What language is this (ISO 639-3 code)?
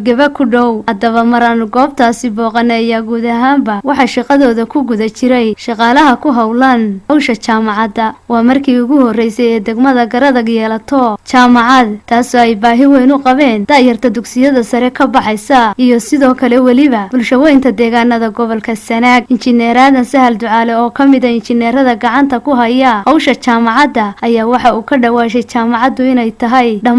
som